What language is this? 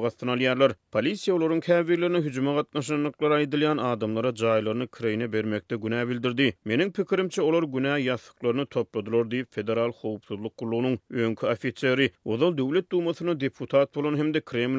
Turkmen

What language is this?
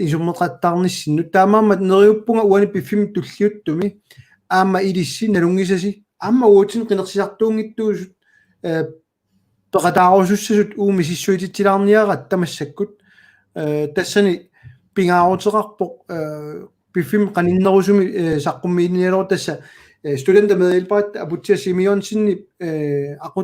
Kalaallisut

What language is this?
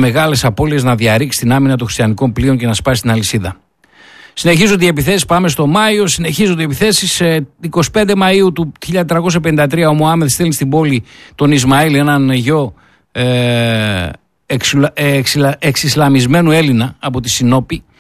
Greek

